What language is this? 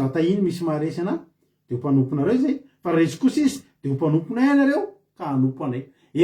Malagasy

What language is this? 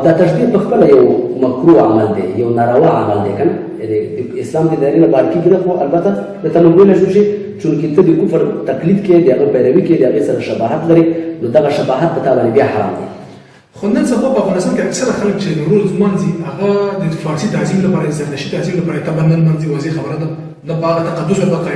Pashto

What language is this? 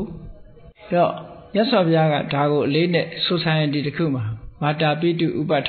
Burmese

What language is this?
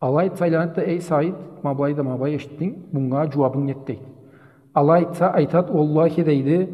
Karachay-Balkar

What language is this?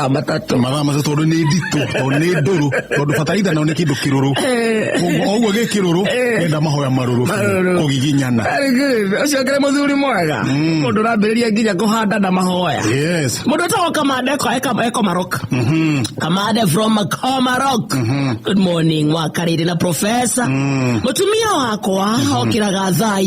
Kikuyu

